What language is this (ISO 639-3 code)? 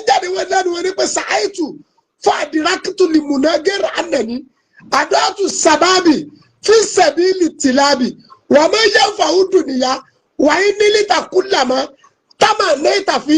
yor